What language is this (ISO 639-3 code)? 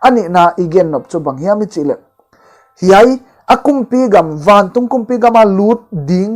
pck